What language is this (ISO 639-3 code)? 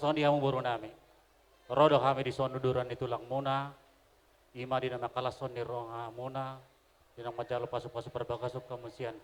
bbc